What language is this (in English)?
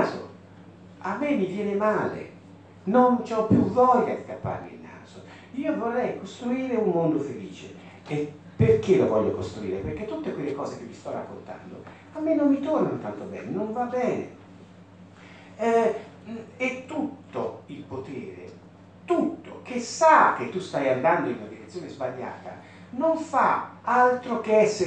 Italian